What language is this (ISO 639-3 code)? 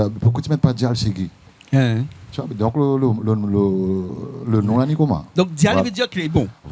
rcf